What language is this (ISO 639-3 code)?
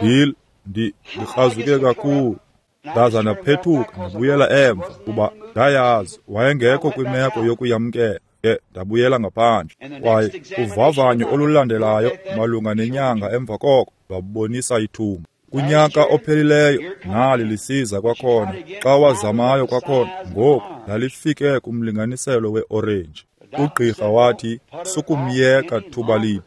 xho